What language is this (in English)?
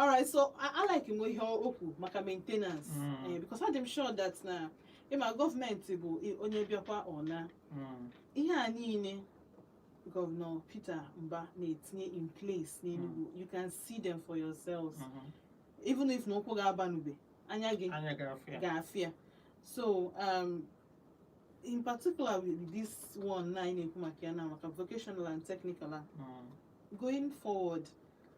Igbo